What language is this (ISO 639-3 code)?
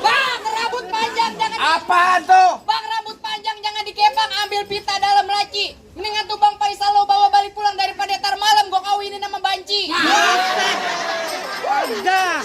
bew